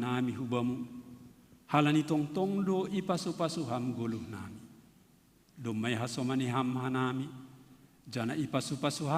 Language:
Batak Simalungun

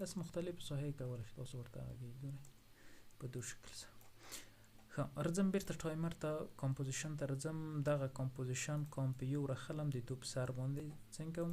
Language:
Pashto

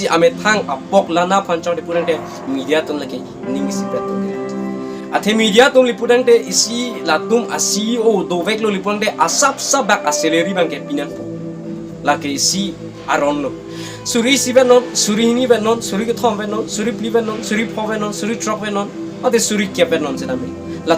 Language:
Karbi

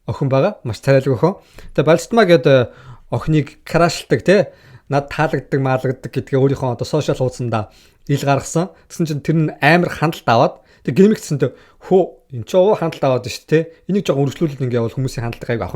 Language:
Mongolian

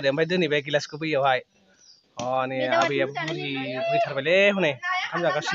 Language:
Bodo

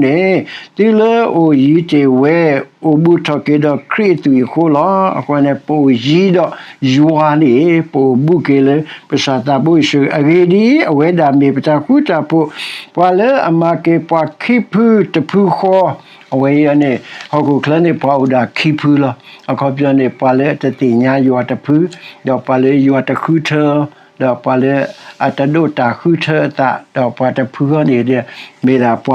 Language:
S'gaw Karen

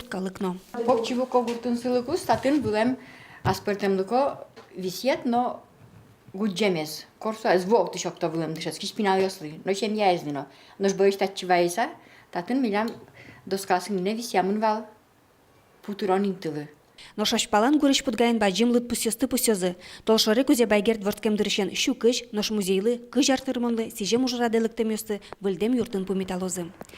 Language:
Udmurt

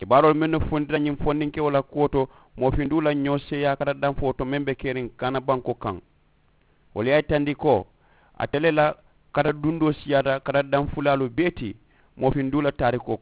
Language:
Mandingo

